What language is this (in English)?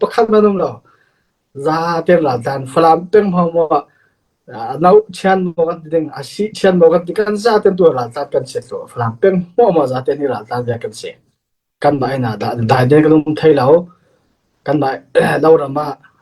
Falam Chin